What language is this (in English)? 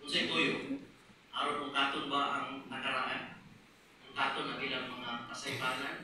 Cebuano